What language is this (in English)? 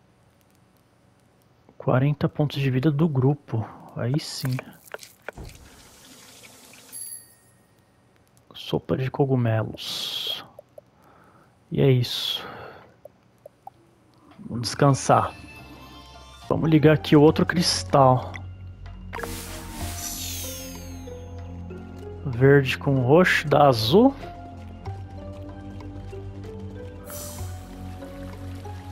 Portuguese